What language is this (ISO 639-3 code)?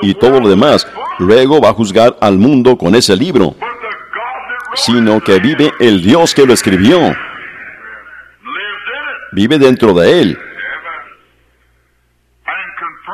spa